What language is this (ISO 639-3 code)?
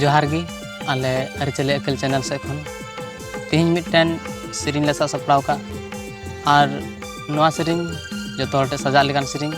sat